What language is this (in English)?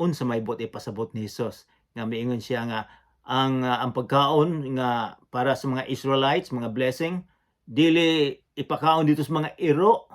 Cebuano